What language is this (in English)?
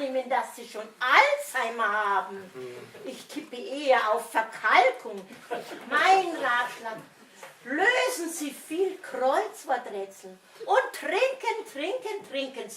Bavarian